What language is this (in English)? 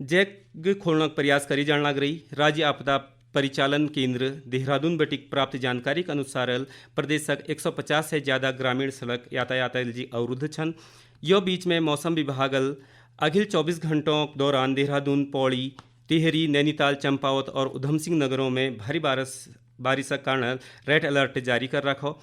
Garhwali